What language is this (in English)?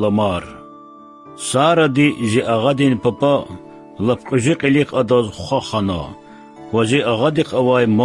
Lezghian